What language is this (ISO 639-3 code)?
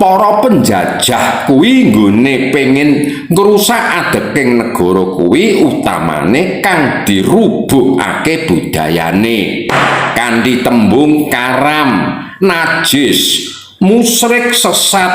jav